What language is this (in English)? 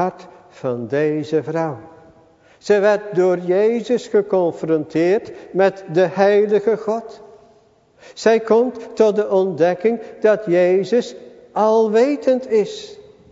Dutch